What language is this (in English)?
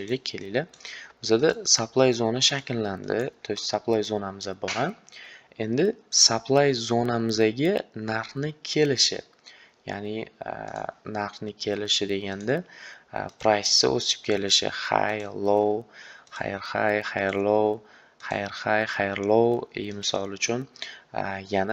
Uzbek